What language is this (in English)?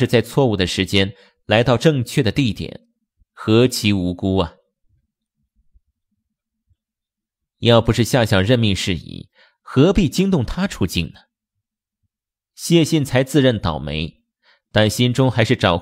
Chinese